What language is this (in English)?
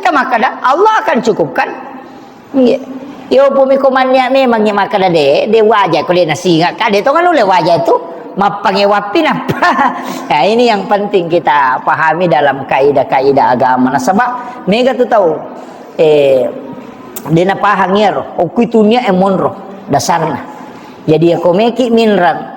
Buginese